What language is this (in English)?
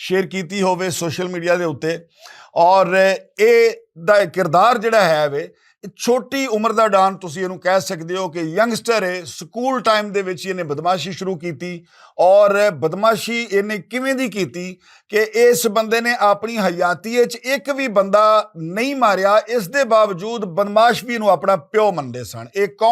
Western Panjabi